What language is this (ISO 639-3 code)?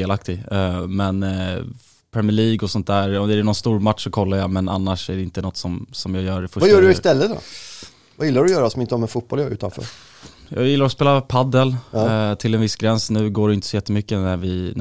swe